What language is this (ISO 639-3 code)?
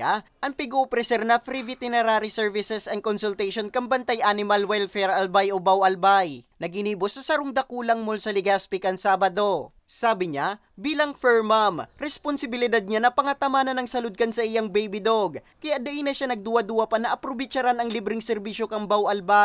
bik